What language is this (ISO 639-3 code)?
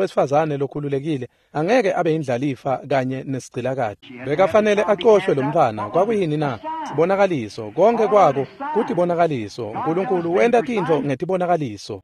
ssw